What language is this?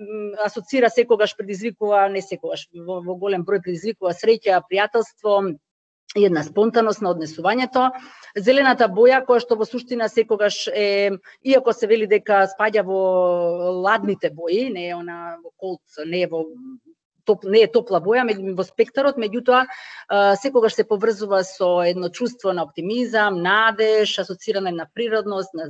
Macedonian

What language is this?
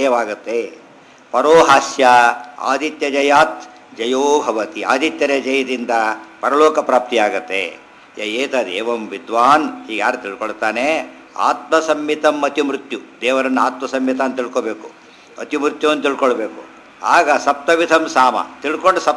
Kannada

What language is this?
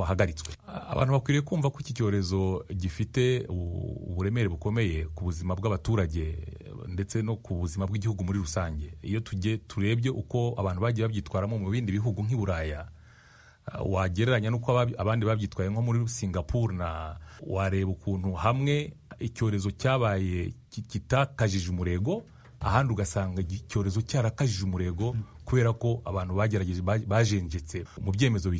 Kinyarwanda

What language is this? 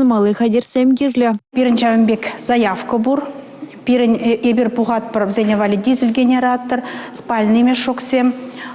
Chuvash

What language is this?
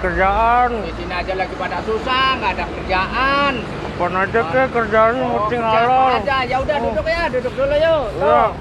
Betawi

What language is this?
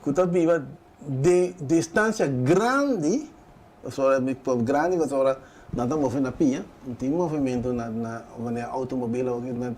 Papiamento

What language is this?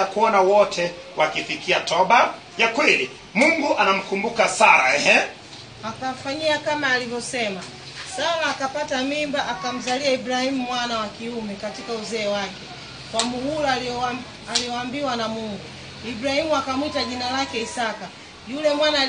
Swahili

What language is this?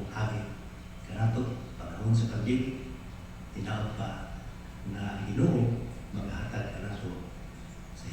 Cebuano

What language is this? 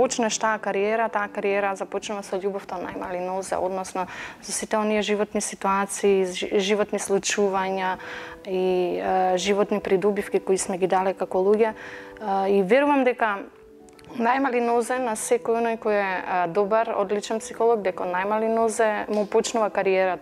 Macedonian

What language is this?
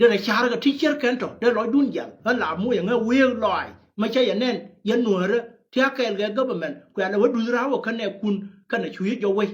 Nuer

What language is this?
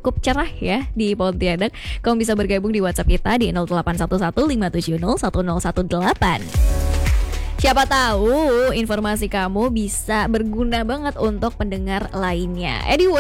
Indonesian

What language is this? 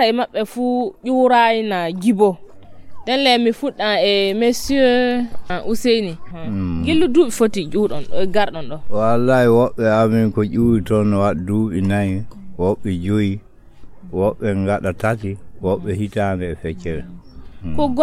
Nigerian Fulfulde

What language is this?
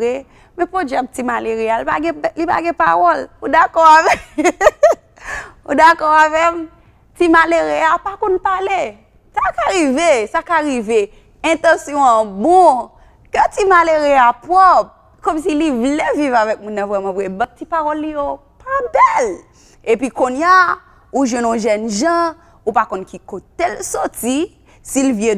Haitian Creole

